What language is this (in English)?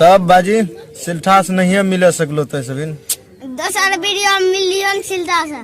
Maithili